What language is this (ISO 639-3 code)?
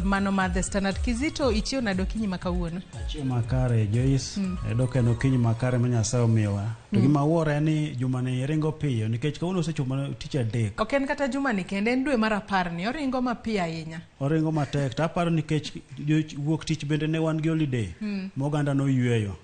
luo